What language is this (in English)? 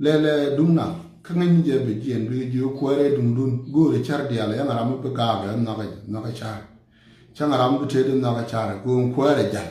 Nuer